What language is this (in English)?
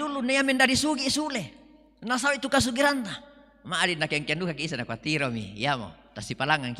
Toraja-Sa'dan